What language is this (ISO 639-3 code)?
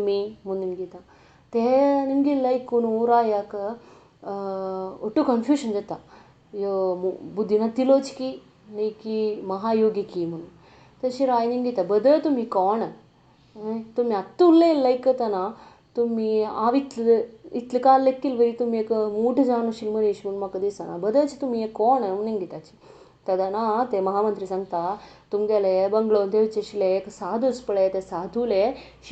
kok